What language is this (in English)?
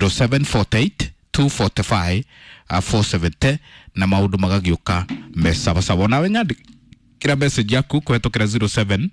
Kikuyu